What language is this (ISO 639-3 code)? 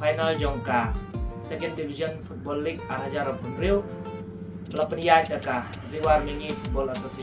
kha